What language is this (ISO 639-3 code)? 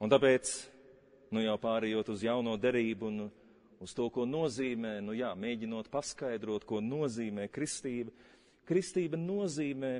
lav